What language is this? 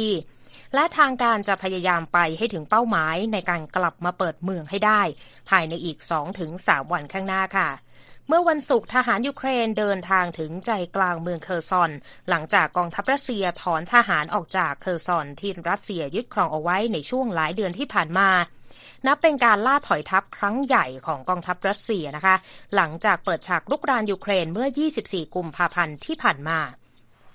Thai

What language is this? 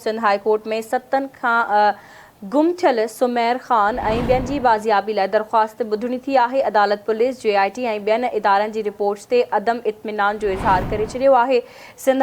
Sindhi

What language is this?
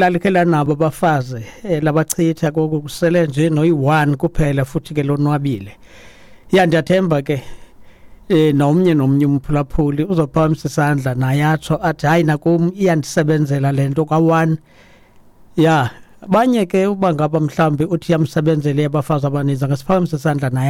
Xhosa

